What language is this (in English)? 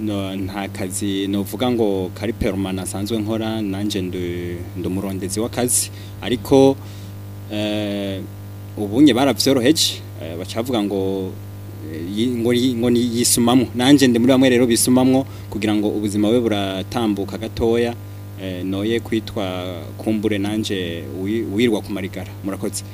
Rundi